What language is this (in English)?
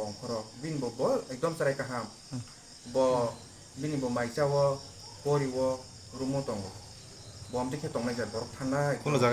Kok Borok